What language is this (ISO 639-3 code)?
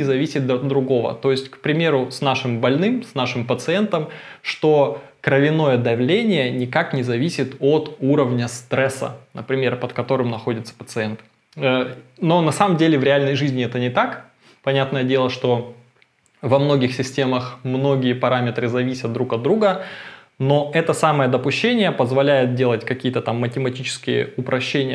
rus